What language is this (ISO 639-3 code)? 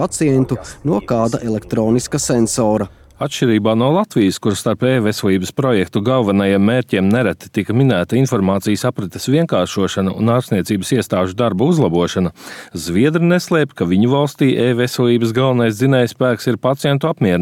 lav